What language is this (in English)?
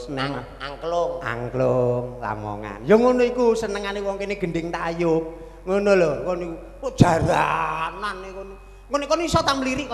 Javanese